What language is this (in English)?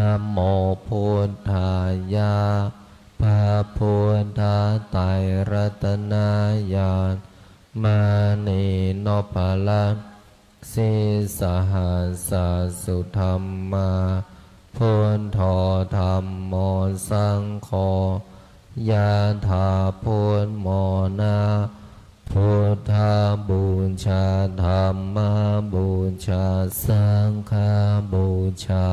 Pali